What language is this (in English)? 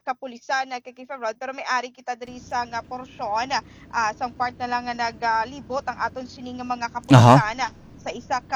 Hiligaynon